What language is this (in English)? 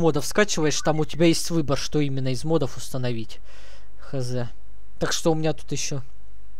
Russian